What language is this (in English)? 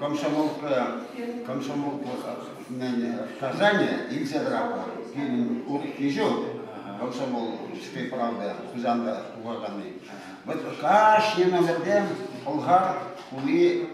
Chuvash